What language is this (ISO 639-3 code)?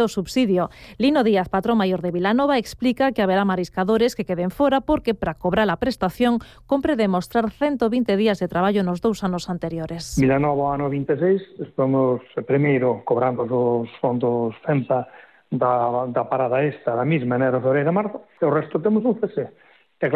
glg